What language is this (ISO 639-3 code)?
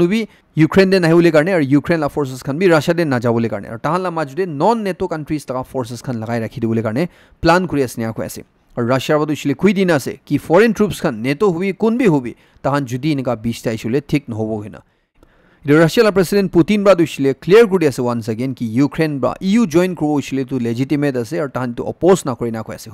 nag